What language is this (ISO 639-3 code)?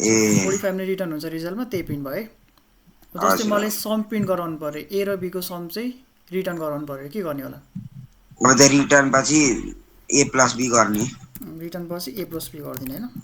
nep